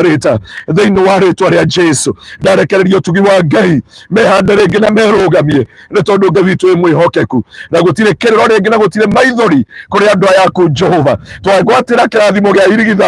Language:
Kikuyu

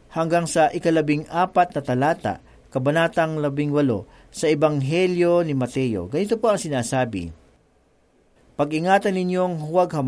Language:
Filipino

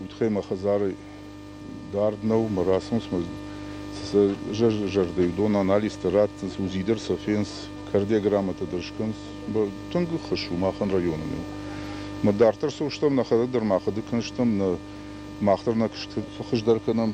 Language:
Ossetic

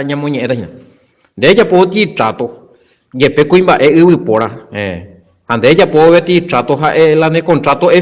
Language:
Guarani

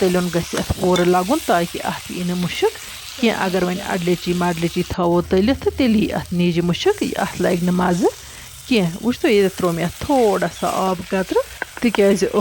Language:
Kashmiri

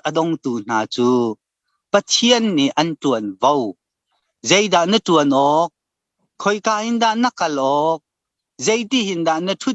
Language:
Hakha Chin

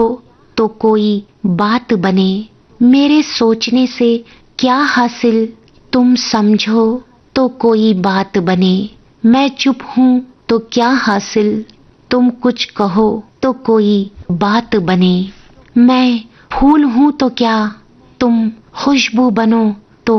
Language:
Hindi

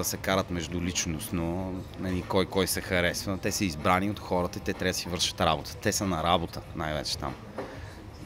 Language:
Bulgarian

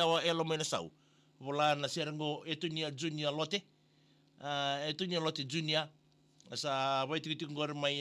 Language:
Fijian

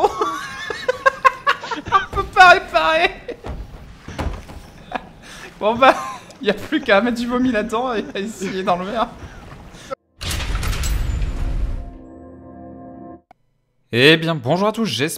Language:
French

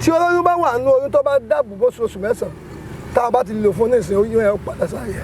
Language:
Yoruba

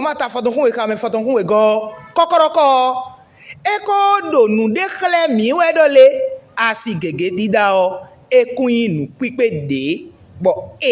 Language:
Fon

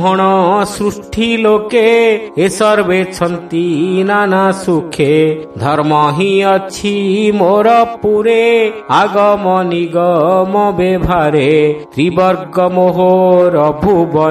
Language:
Odia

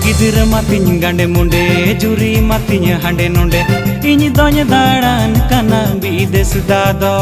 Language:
Santali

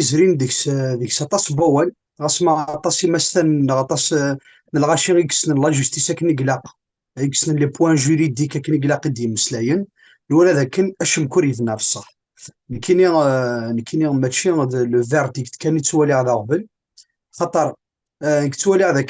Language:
Kabyle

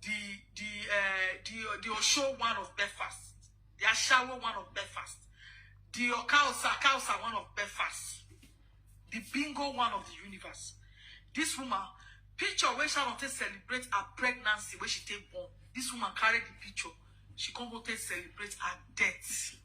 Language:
Nigerian Pidgin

